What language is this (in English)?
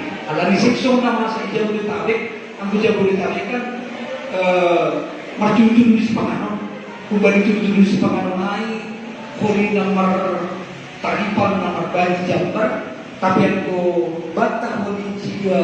Batak Toba